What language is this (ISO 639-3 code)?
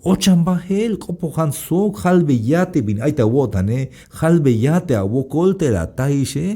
tzh